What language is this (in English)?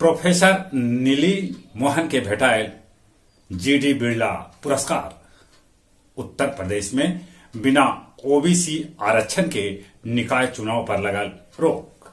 Magahi